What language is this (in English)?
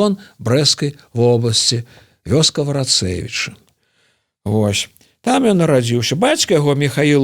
Belarusian